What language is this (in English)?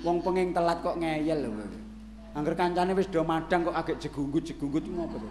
Javanese